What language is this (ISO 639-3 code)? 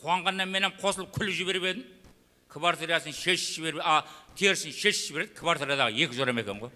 kaa